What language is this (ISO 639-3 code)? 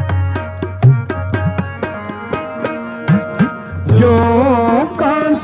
pan